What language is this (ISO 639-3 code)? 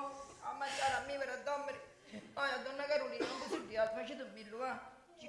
scn